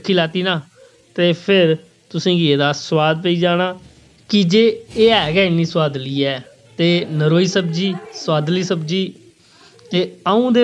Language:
Dogri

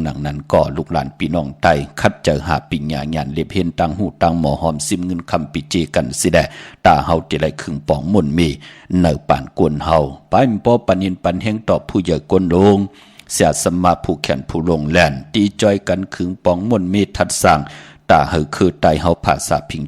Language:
Shan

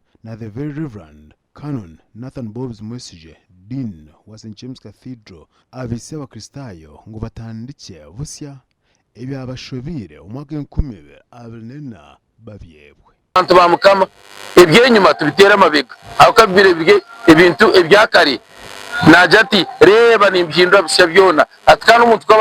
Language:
Nyankole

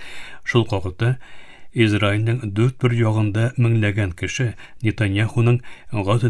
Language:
Tatar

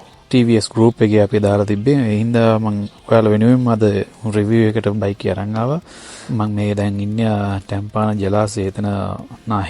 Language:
Sinhala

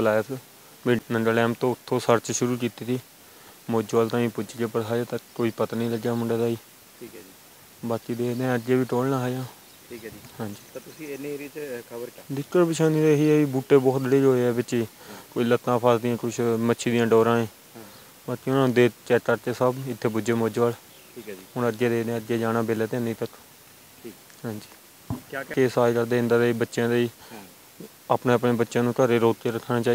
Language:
Punjabi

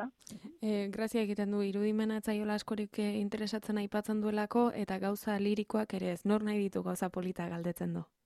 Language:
Basque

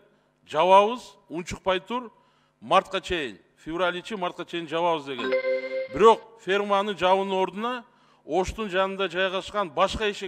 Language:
Kyrgyz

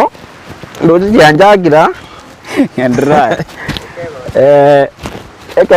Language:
Gusii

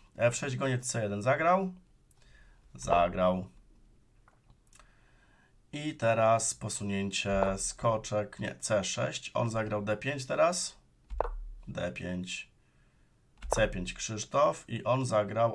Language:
Polish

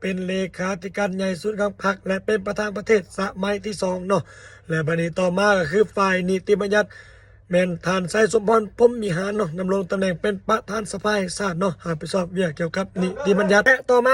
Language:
Lao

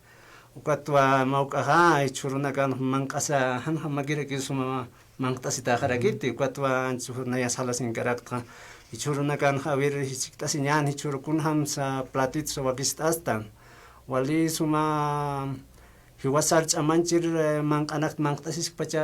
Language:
Aymara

